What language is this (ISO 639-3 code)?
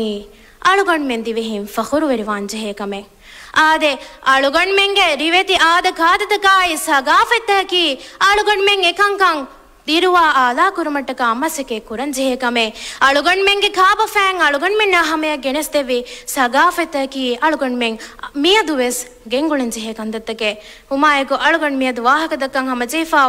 div